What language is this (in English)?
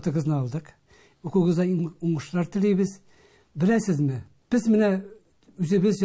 Tatar